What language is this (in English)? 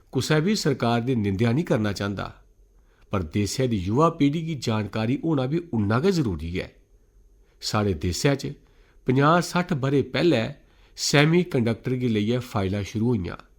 Dogri